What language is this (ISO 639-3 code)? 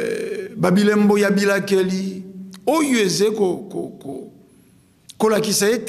lin